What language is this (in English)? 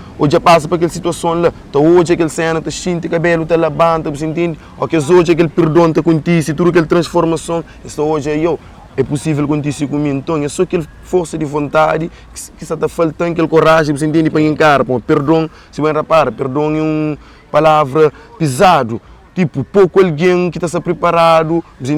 Kabuverdianu